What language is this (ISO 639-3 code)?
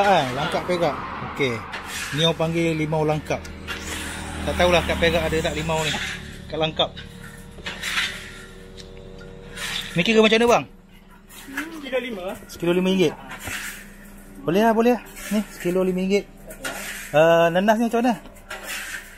msa